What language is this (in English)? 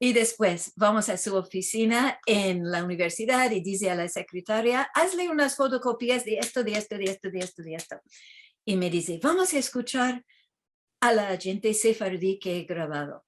Ladino